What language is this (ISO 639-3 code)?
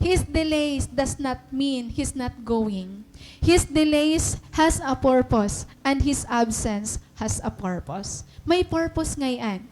war